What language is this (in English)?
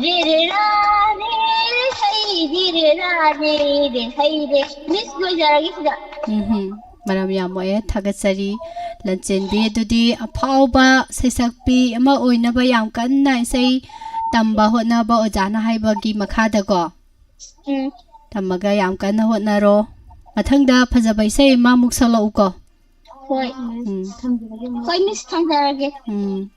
Manipuri